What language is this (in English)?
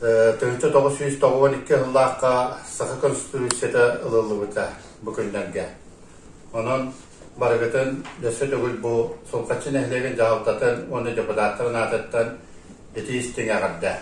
Yakut